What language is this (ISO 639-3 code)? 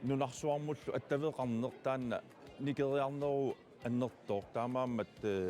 kal